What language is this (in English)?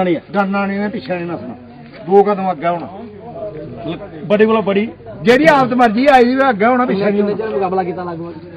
Dogri